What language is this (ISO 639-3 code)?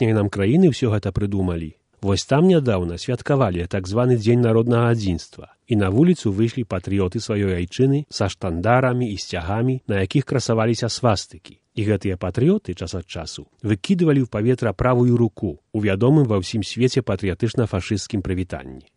bel